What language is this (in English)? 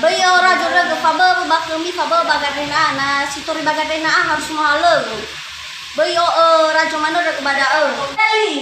Nias